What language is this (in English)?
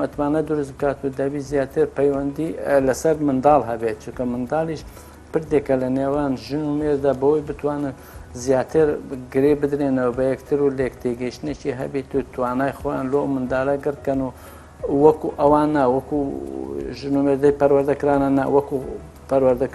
Central Kurdish